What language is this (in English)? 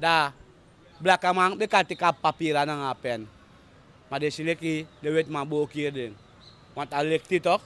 Sranan Tongo